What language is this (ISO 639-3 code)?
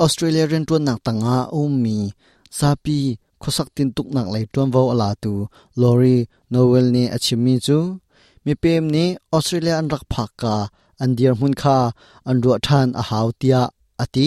cnh